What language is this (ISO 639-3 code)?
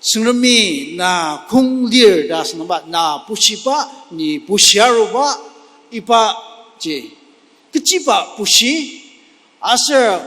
njo